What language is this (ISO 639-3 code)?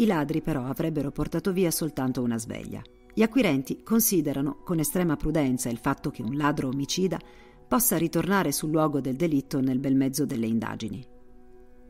ita